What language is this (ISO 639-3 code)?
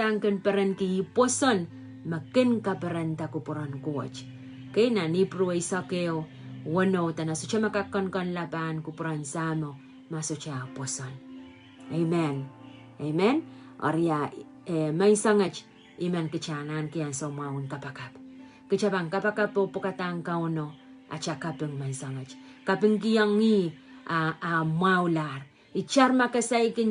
pon